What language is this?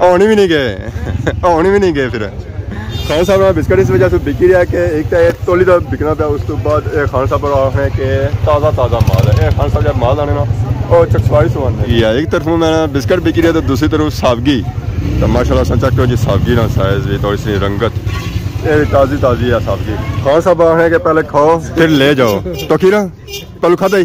Pahari-Potwari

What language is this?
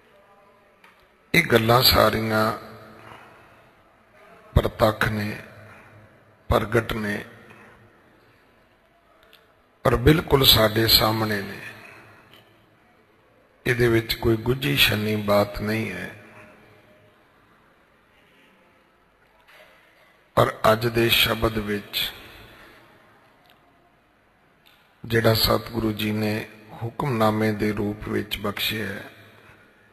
Punjabi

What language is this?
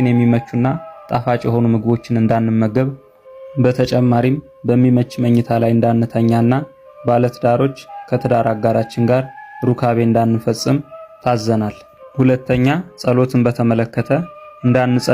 Amharic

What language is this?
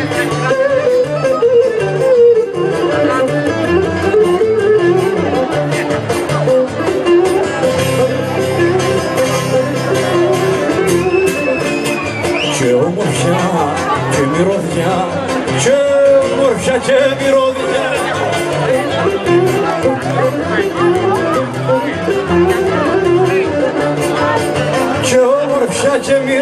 Greek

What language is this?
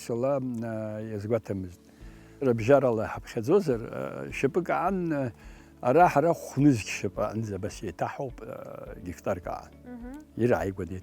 Abkhazian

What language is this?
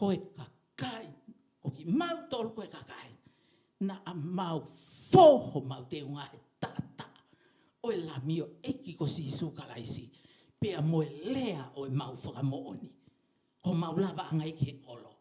Tongan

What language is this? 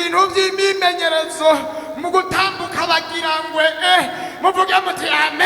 Rundi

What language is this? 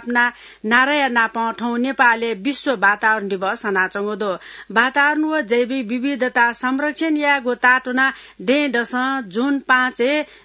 Newari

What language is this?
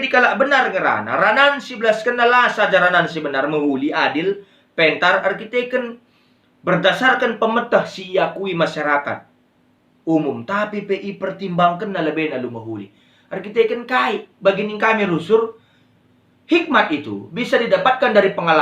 Batak Karo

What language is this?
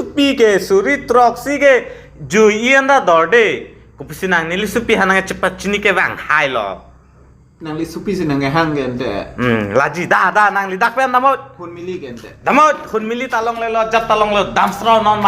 Karbi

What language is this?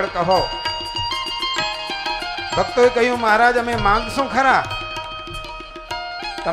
Gujarati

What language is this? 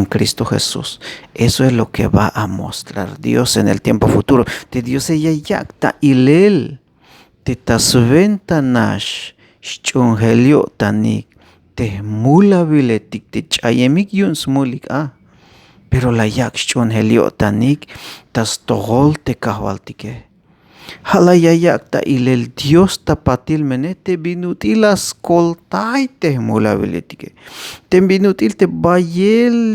Tzeltal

